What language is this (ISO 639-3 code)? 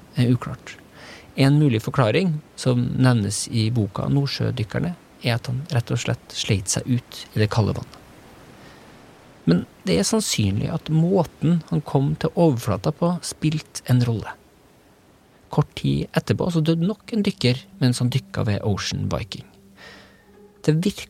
nor